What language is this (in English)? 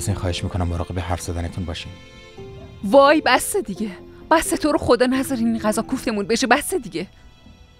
Persian